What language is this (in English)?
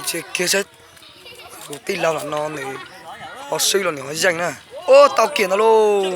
Hmong